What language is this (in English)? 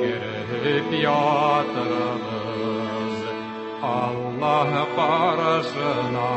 Tatar